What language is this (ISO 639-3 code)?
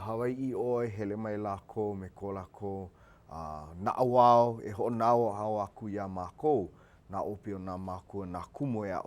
haw